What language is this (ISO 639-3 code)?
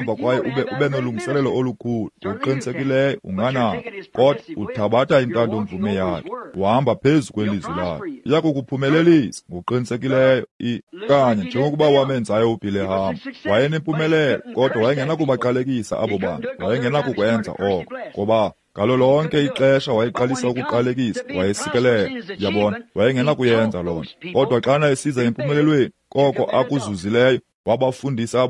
xho